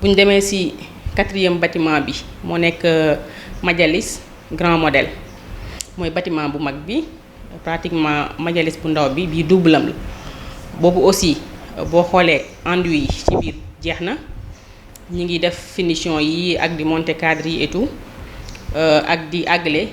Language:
Wolof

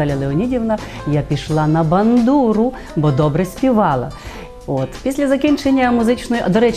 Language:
Ukrainian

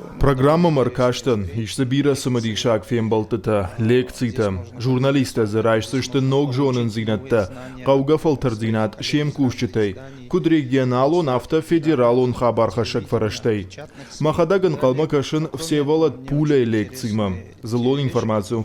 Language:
Ossetic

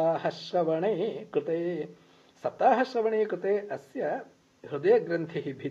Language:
Sanskrit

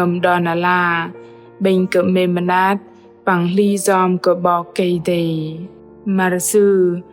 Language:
Bahnar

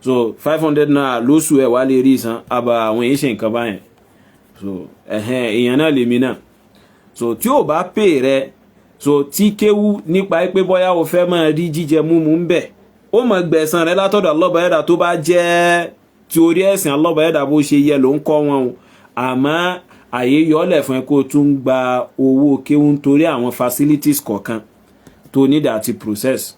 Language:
Yoruba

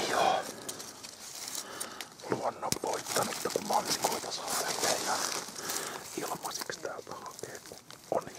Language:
Finnish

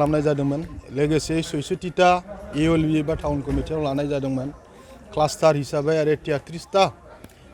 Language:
Bodo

